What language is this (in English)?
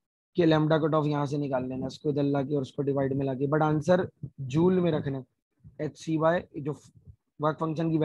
Hindi